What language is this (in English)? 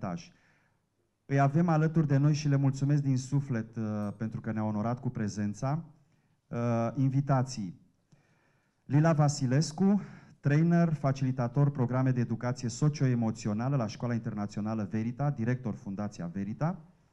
Romanian